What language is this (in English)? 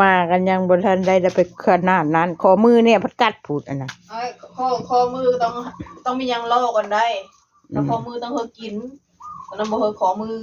Northeastern Thai